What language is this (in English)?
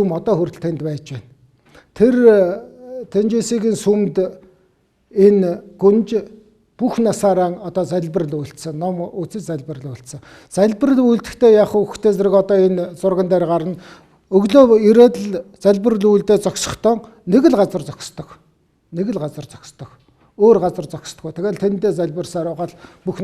Mongolian